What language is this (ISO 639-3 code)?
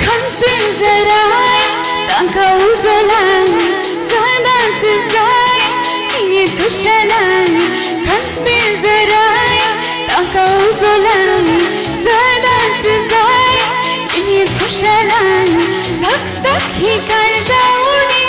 kok